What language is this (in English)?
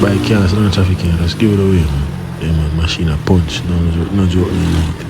Jamaican Creole English